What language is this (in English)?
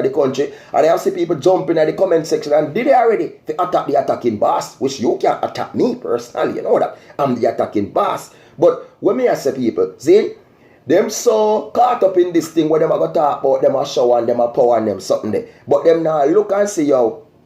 Jamaican Creole English